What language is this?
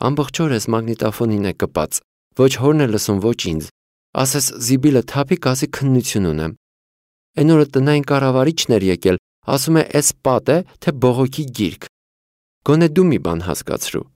Armenian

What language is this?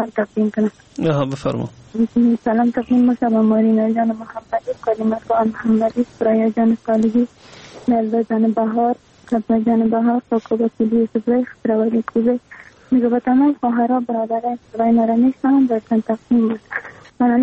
Persian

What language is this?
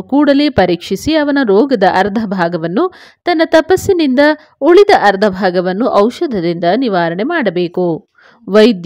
Kannada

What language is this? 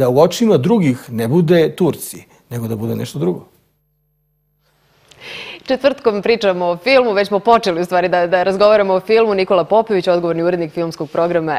Serbian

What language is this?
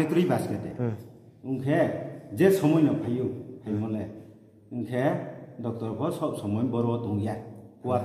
Riang (India)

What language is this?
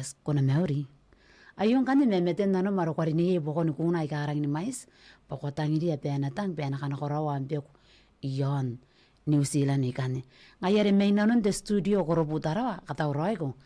Gilbertese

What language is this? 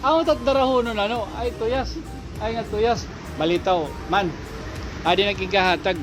Waray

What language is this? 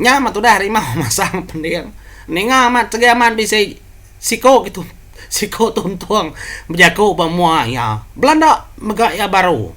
Iban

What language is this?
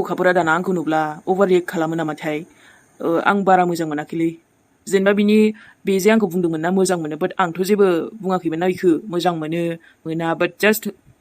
Bodo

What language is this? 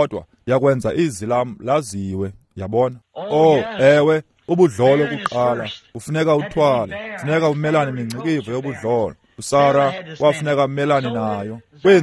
Xhosa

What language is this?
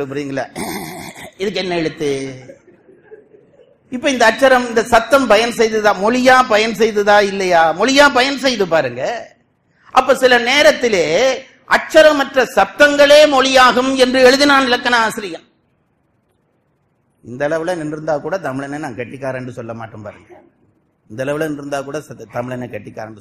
Tamil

